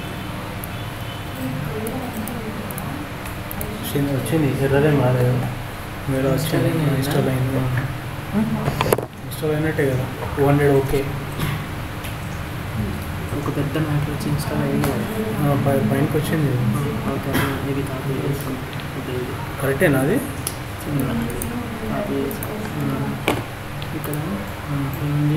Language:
Telugu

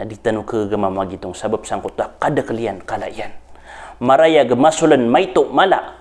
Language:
Maranao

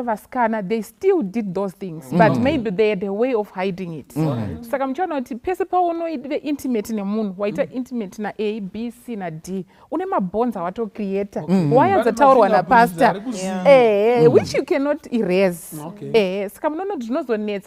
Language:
Shona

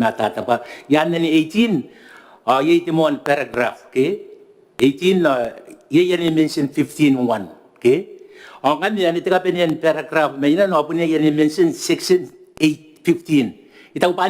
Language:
Gilbertese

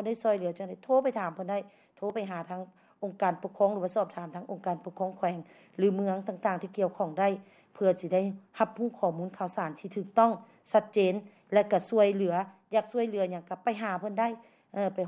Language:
Lao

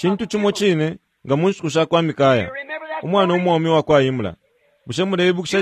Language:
Bemba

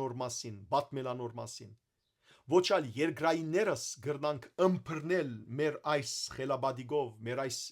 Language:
Western Armenian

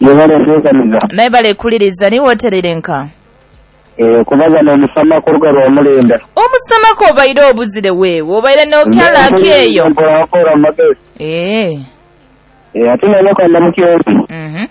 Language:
Nyoro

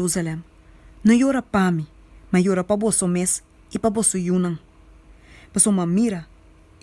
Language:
Papiamento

